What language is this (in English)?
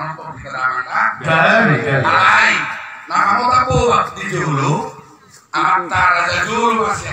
Batak Toba